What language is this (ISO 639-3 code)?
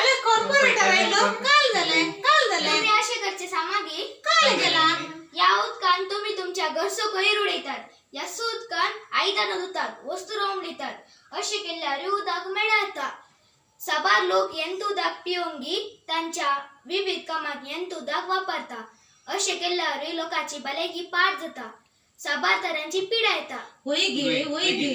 kok